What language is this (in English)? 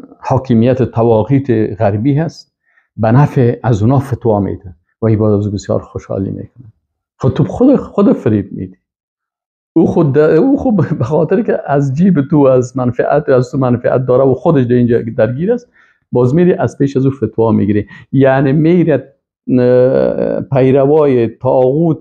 Persian